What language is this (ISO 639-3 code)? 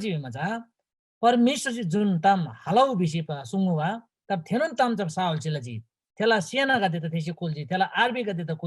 taj